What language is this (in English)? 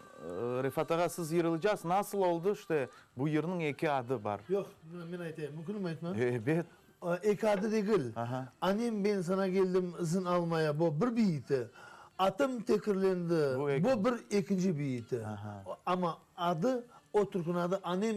Crimean Tatar